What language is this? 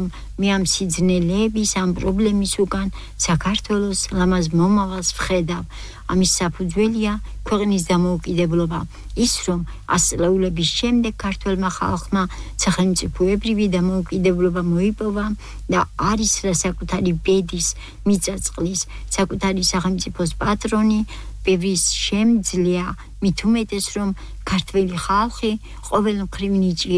Georgian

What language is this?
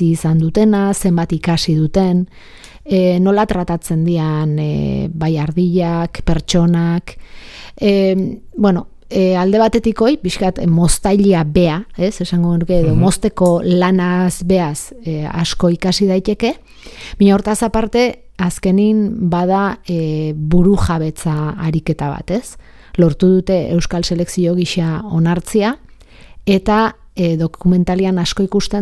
Basque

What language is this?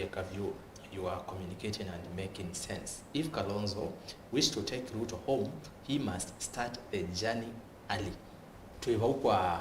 Kamba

